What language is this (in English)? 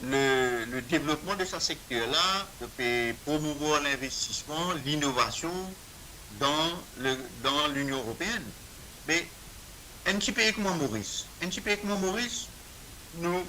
Morisyen